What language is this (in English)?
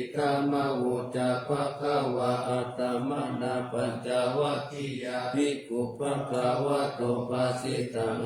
Pali